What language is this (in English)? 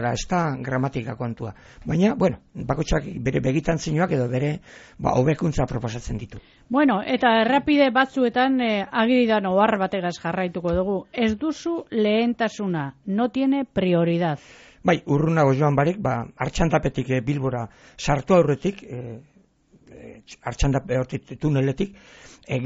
Basque